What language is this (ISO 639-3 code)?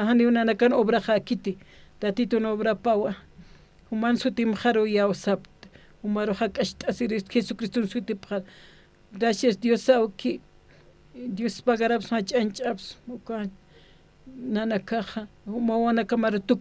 aym